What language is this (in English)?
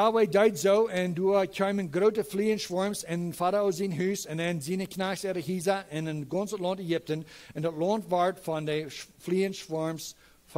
Plautdietsch